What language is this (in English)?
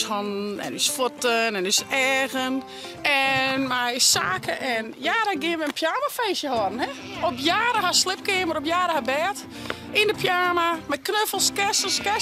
Western Frisian